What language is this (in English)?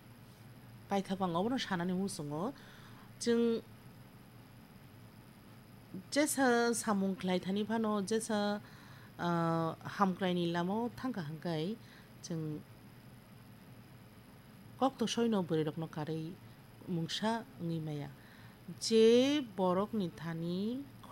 Bangla